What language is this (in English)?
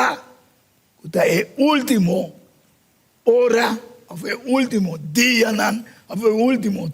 Papiamento